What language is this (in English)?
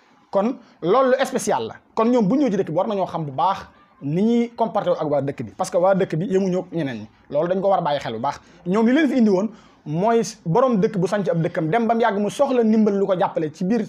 Wolof